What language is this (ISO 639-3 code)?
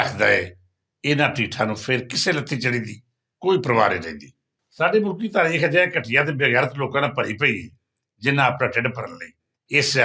lah